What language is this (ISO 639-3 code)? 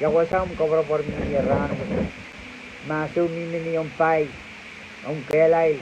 pon